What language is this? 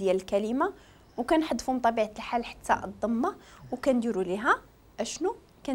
Moroccan Arabic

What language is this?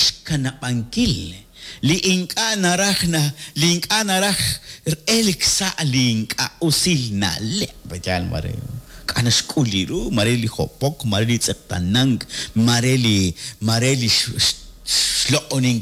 Kekchí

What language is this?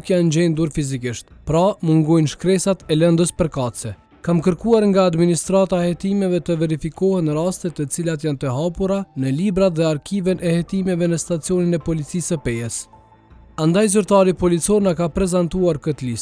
Albanian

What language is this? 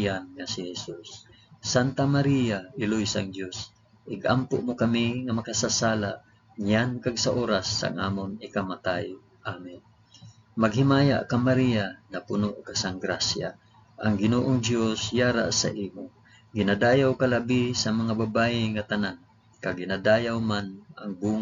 Hiligaynon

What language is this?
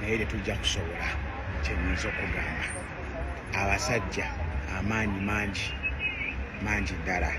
Ganda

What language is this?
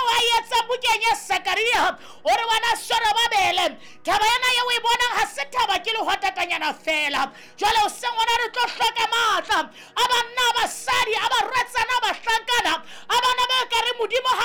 Southern Sotho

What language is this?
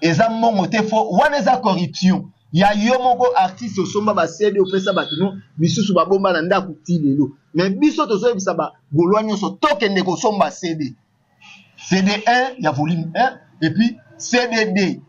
Lingala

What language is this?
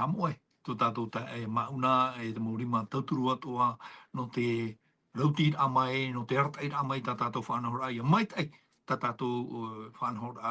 Tahitian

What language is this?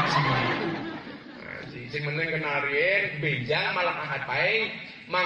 Javanese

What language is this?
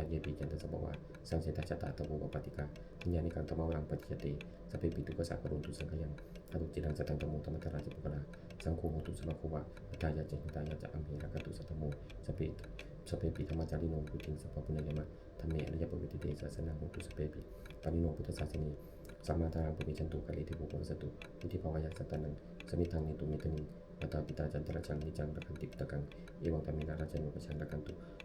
Pali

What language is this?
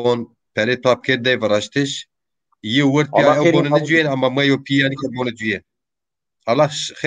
Zaza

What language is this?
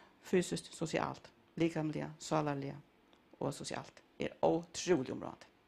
Faroese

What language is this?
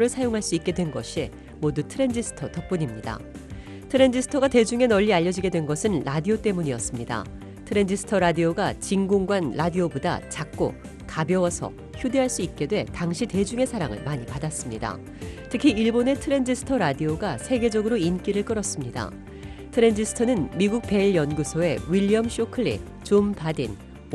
Korean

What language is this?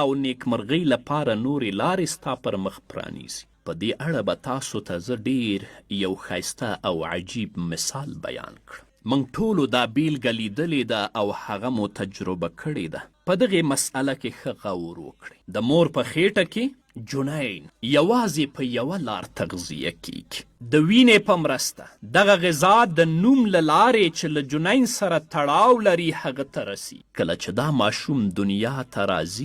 Pashto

